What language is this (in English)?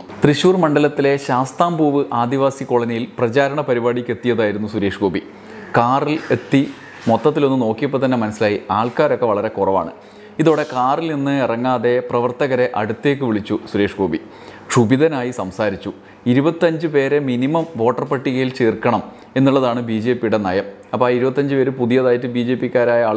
Malayalam